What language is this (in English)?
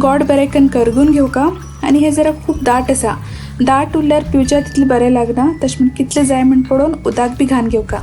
Konkani